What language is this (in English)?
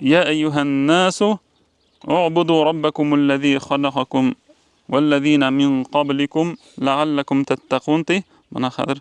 Bashkir